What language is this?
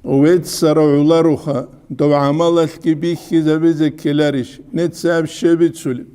Avaric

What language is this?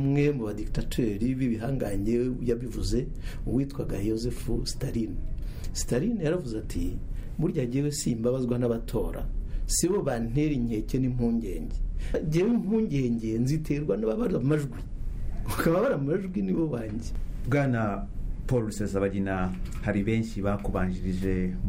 Kinyarwanda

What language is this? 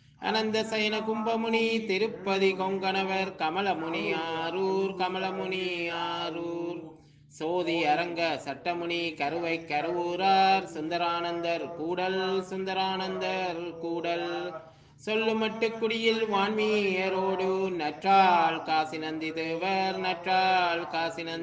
Tamil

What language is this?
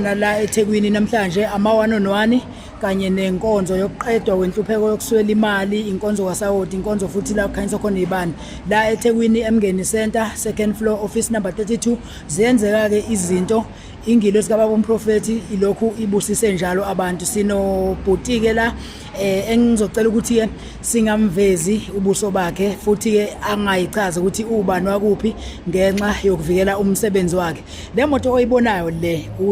Zulu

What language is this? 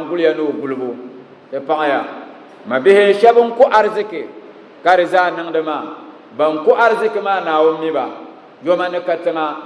Dagbani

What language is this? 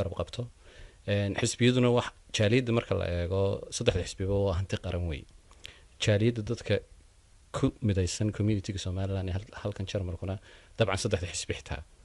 Somali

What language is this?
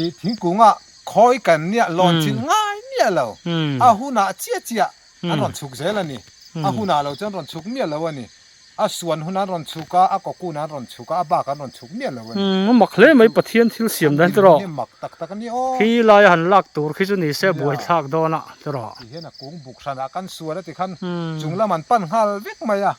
Mizo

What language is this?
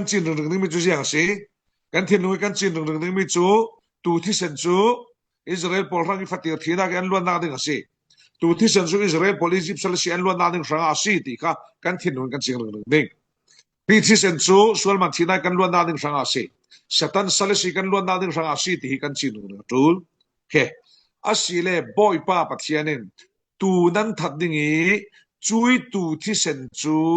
Falam Chin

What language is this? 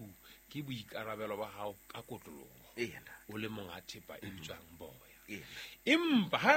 Southern Sotho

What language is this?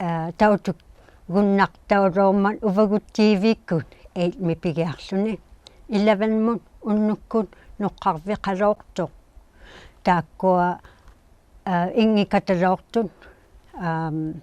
Inuktitut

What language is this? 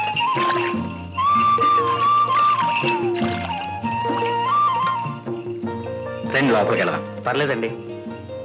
Telugu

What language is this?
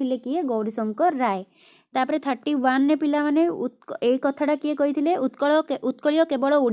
Odia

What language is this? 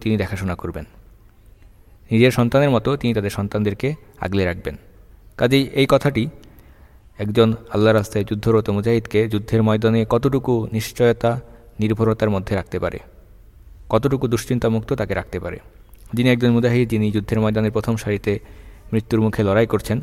Bangla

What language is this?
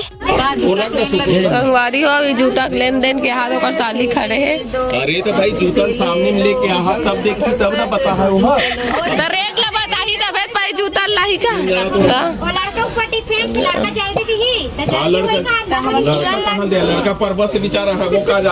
Chhattisgarhi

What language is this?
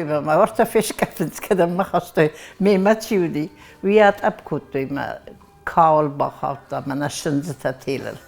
Ossetic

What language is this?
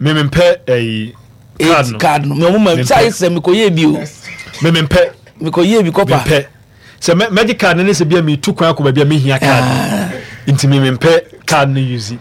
Akan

